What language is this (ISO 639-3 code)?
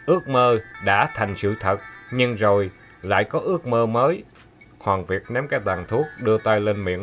vie